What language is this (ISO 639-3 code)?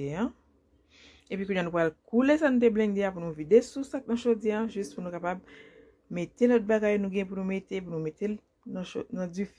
hat